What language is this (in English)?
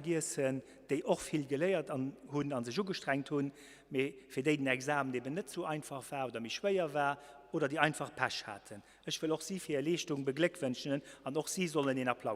Luxembourgish